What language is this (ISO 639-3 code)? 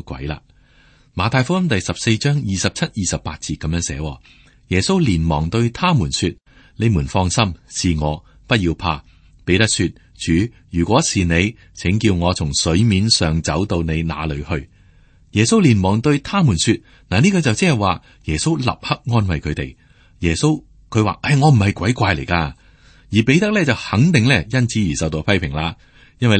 yue